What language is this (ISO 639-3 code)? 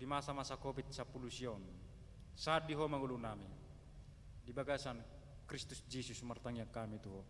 bbc